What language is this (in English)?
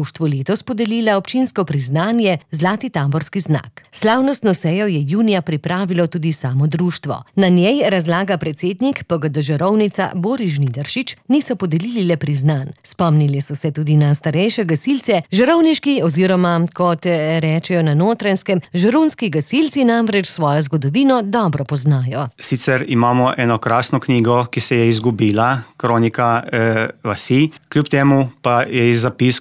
Slovenian